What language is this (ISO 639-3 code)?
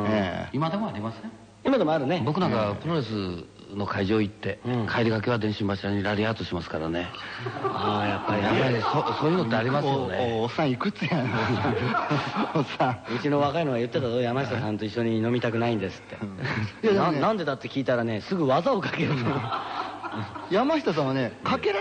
jpn